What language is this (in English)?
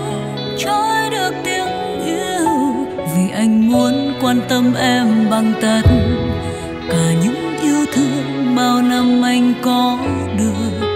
Vietnamese